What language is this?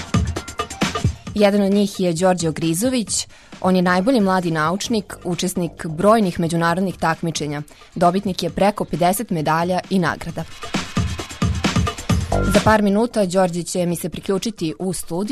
Serbian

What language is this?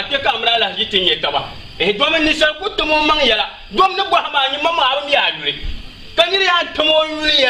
Dagbani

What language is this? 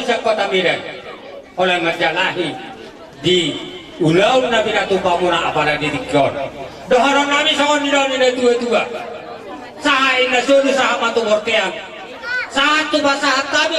Batak Toba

